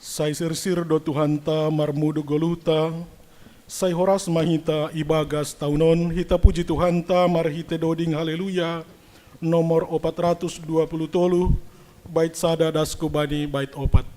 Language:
Batak Simalungun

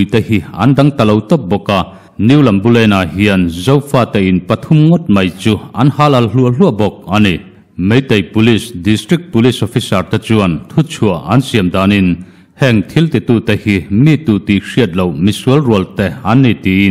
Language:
Mizo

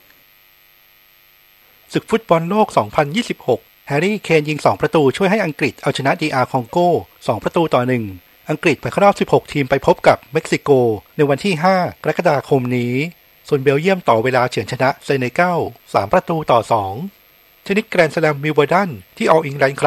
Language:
Thai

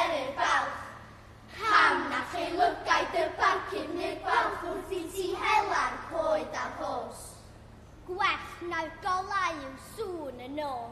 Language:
Welsh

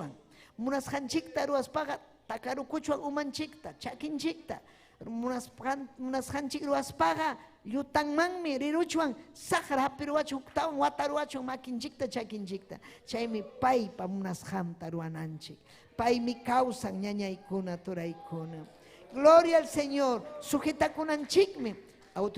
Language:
Ayacucho Quechua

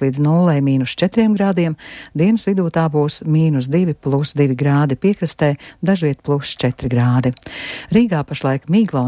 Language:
Latvian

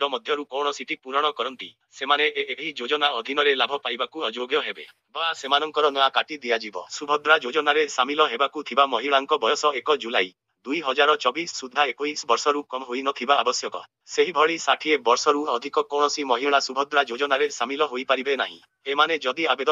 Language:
Odia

